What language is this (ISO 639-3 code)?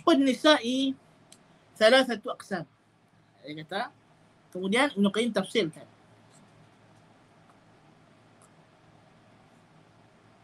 msa